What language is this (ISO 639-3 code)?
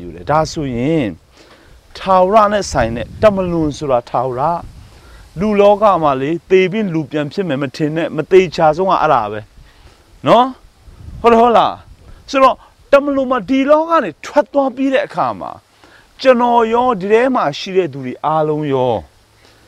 mya